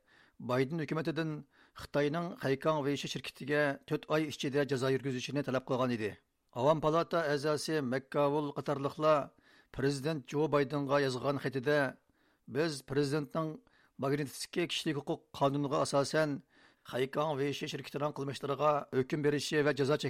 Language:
Uyghur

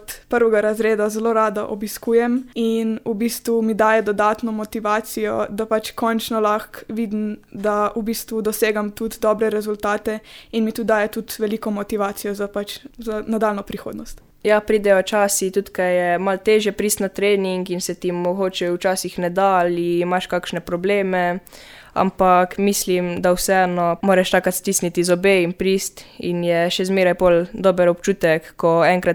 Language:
Slovenian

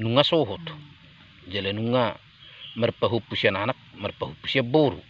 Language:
Batak Toba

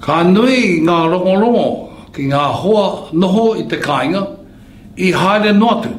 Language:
Māori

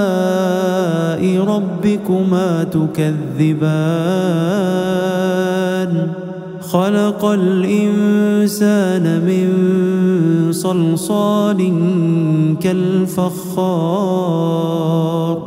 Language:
Arabic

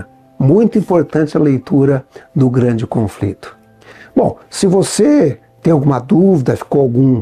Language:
Portuguese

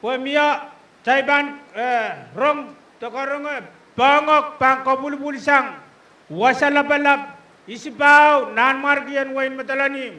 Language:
Pohnpeian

